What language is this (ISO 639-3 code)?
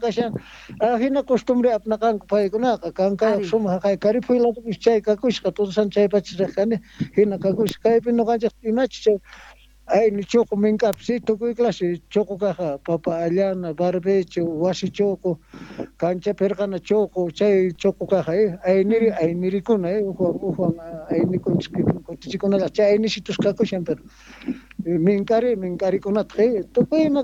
que